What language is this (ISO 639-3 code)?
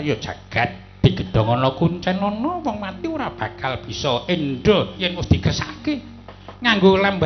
jav